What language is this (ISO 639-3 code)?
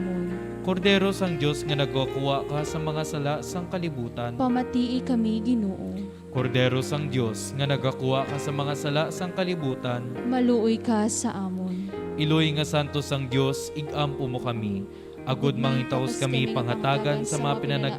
hil